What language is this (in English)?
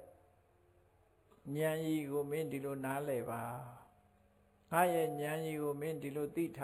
Burmese